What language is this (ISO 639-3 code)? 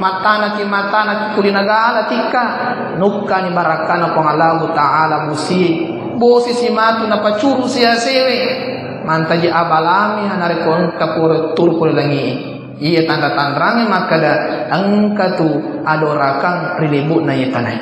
bug